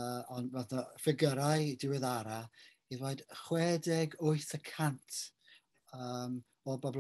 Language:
Welsh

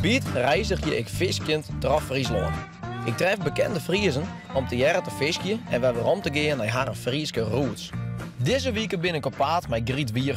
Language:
Western Frisian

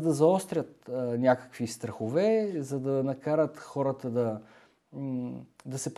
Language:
Bulgarian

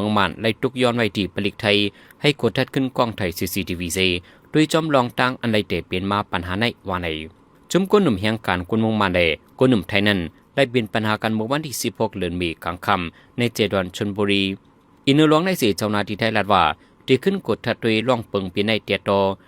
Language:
Shan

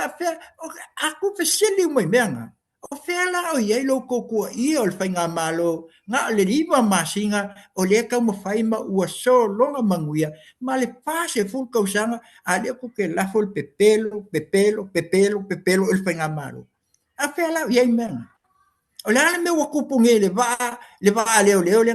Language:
Samoan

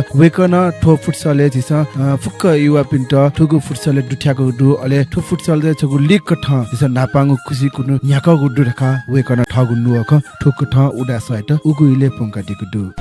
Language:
Newari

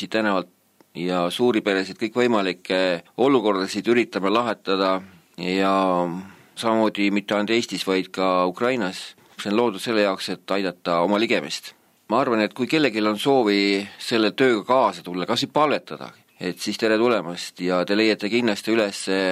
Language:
Estonian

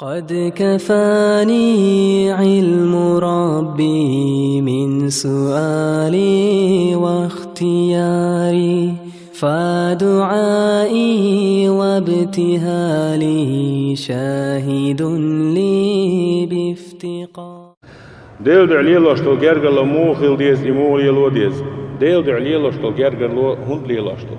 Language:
Chechen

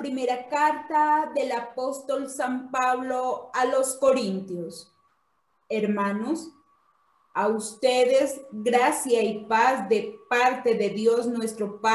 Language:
Spanish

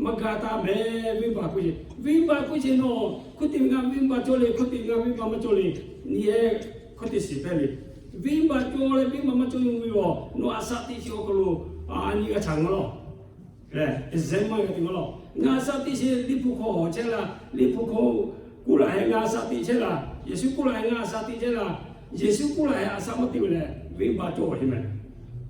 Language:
Lahu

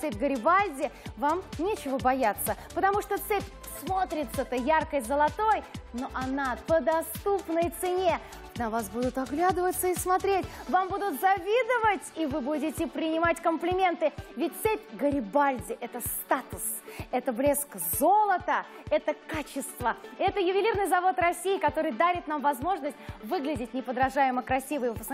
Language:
Russian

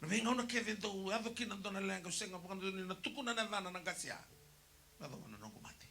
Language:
Fijian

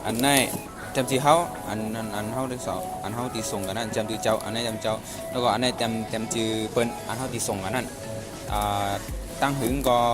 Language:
Shan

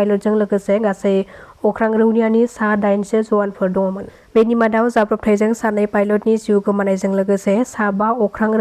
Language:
Bodo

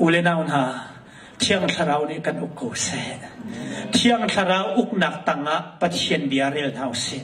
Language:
Hakha Chin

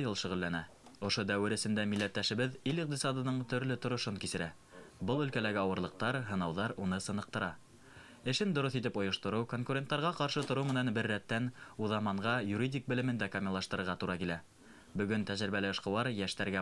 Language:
Bashkir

